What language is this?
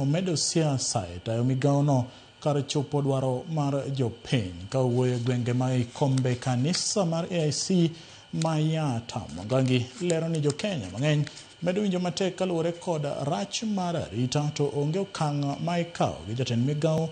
Luo (Kenya and Tanzania)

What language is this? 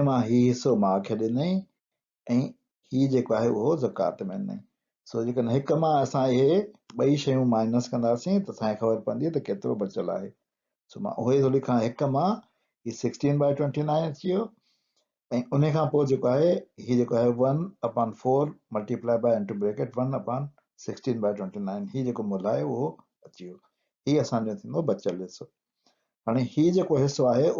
Sindhi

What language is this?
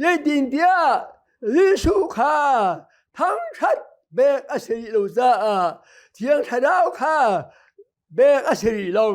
Hakha Chin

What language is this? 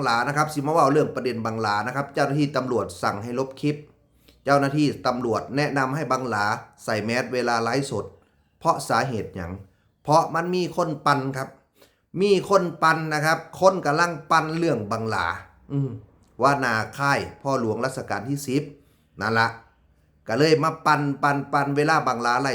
Northeastern Thai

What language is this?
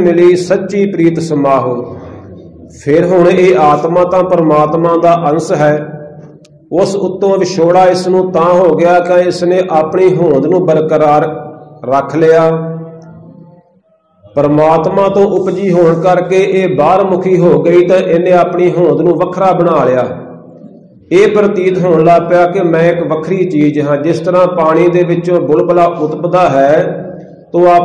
Punjabi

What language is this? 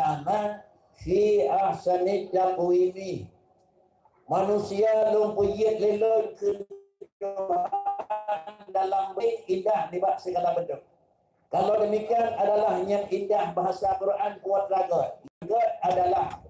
Achinese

